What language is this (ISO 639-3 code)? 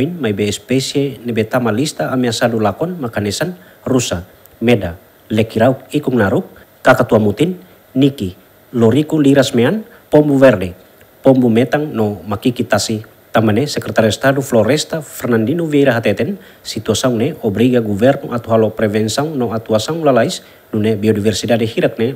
tet